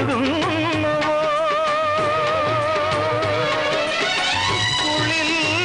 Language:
Malayalam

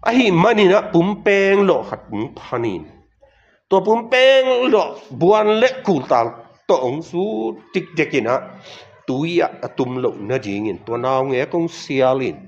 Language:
Tedim Chin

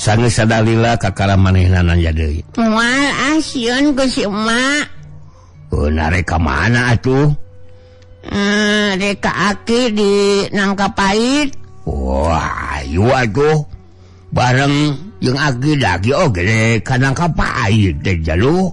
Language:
Sundanese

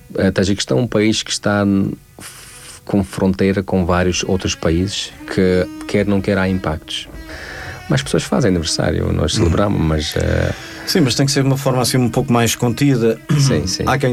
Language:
Portuguese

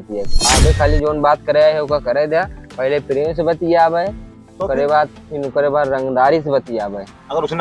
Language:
Awadhi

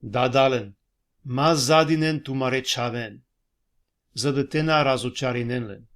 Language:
Balkan Romani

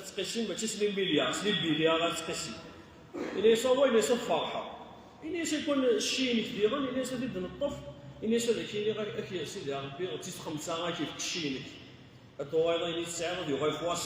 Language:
Kabyle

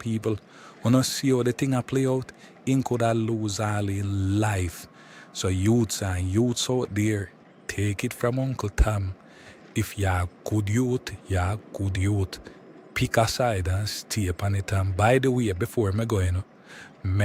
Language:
Jamaican Creole English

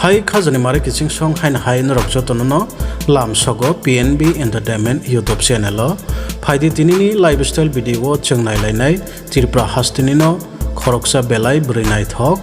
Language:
Kok Borok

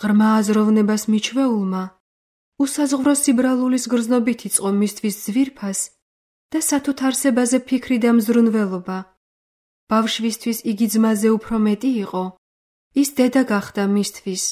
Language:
Georgian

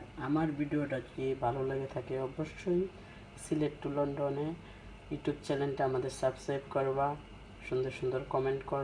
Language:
Sylheti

